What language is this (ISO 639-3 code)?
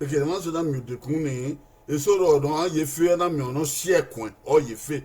bin